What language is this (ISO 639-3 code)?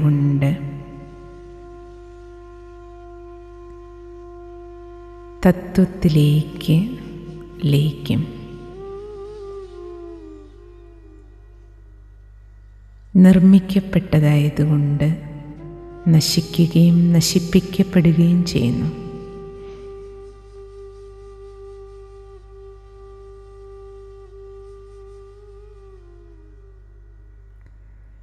mal